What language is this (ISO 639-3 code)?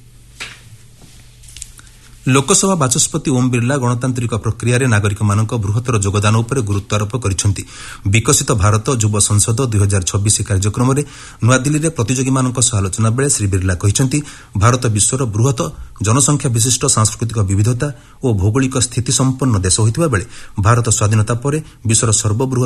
ori